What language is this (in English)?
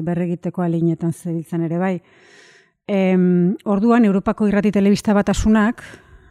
Basque